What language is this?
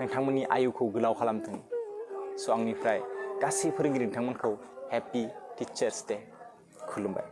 Bodo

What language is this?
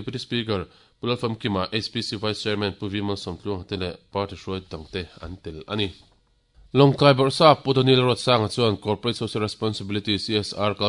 Mizo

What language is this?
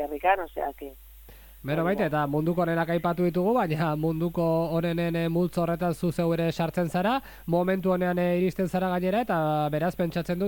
Basque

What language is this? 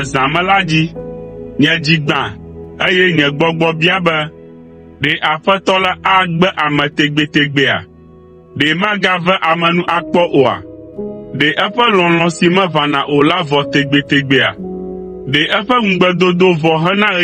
Ewe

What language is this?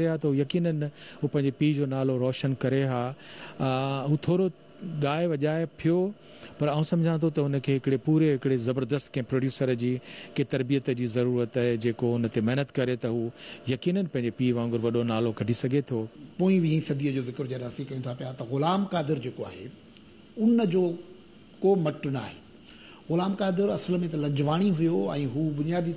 Sindhi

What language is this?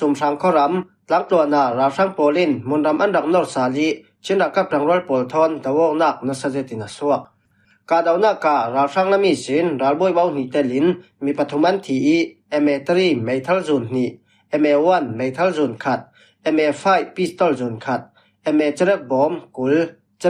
Falam Chin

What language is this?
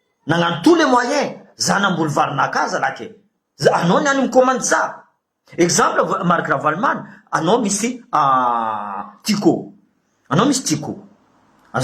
Malagasy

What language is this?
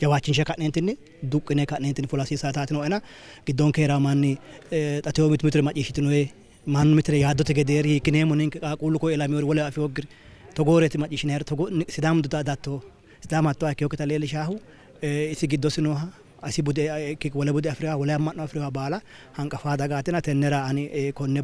Sidamo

